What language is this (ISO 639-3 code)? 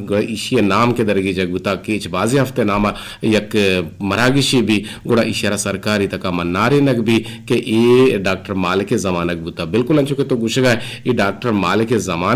bgp